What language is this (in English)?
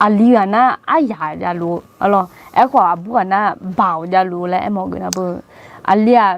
Akha